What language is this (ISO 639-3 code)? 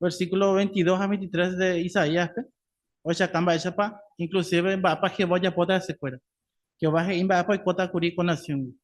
grn